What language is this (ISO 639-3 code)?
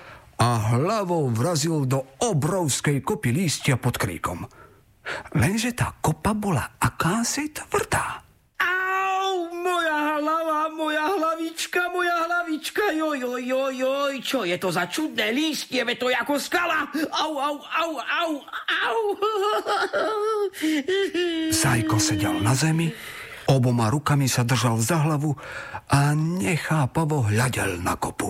slk